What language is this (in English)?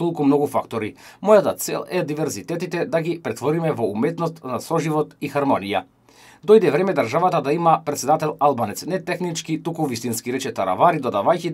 Macedonian